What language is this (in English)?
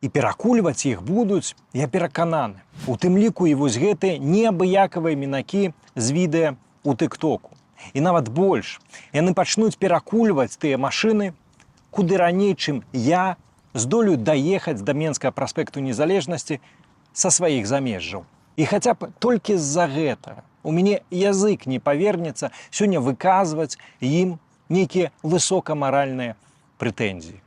Belarusian